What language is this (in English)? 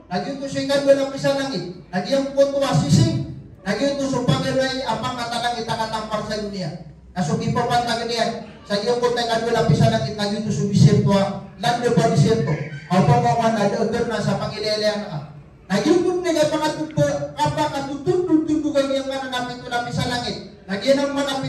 Maranao